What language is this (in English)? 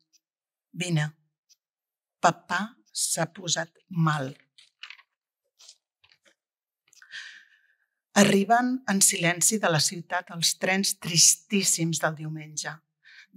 Catalan